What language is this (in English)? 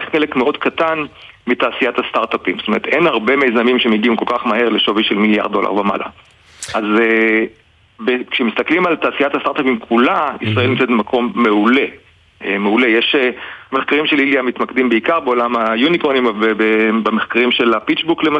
Hebrew